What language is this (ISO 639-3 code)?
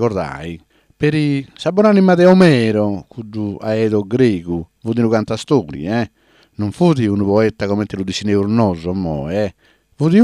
srd